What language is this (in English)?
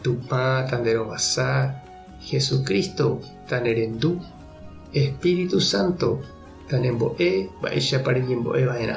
Guarani